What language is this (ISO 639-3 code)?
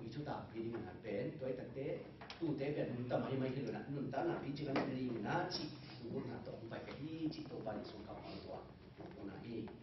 ctd